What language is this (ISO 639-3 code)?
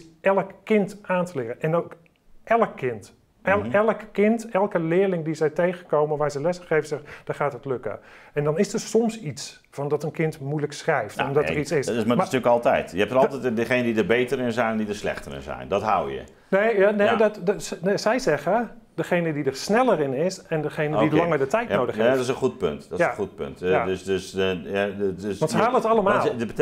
nld